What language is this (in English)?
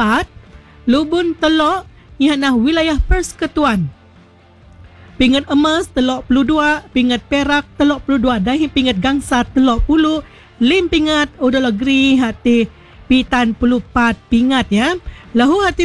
Malay